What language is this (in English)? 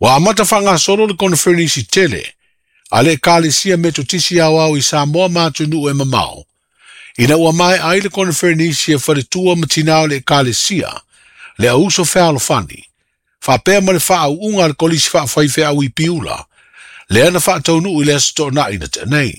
Samoan